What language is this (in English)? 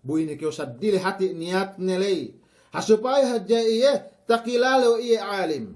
Yakan